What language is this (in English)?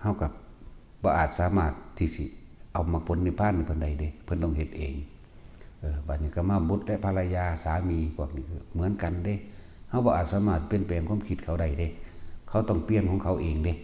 Northeastern Thai